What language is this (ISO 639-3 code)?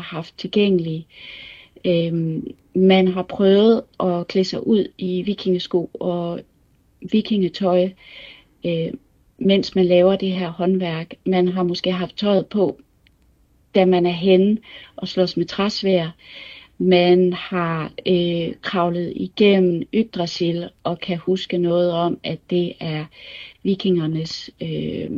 dan